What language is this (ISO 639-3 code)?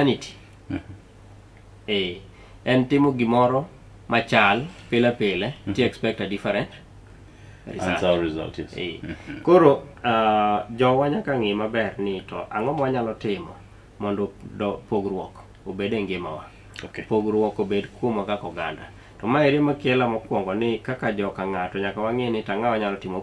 luo